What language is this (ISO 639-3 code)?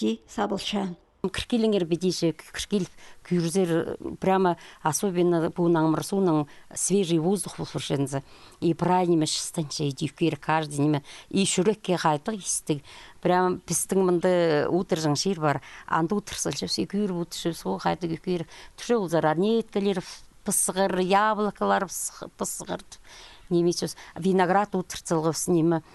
kjh